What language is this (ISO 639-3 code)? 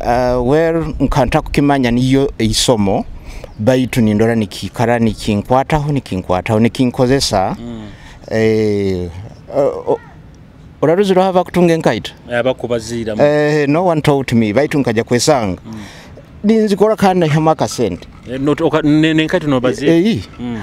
nyo